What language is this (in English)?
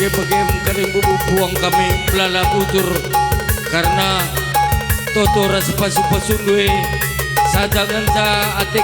Batak Karo